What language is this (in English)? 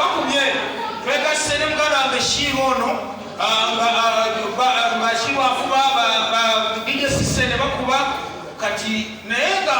Ganda